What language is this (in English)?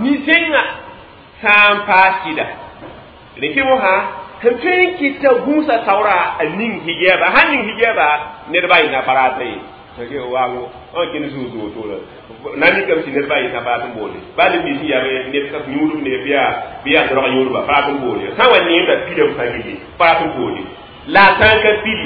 Mossi